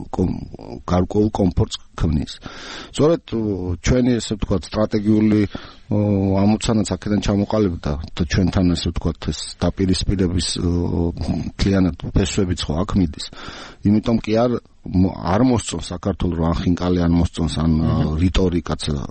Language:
Georgian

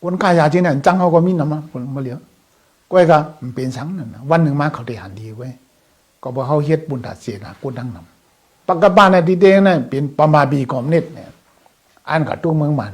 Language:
Shan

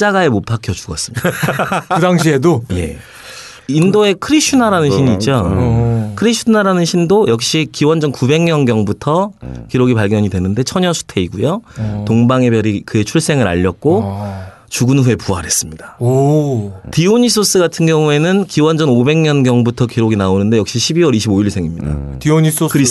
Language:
Korean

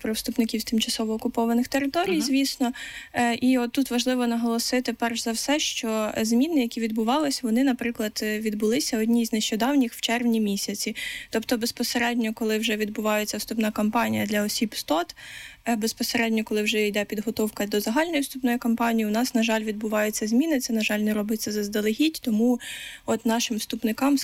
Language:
Ukrainian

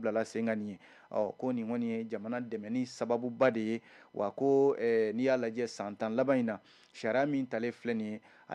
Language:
Bambara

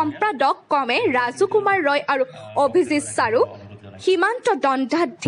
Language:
Assamese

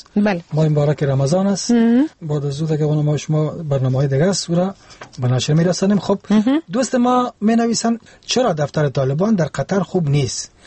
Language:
Persian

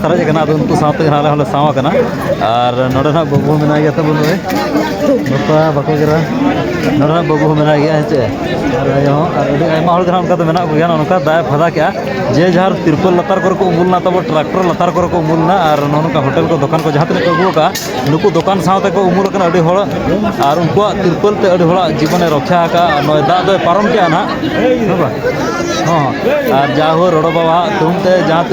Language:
Santali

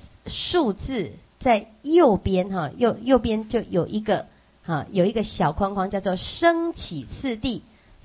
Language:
Chinese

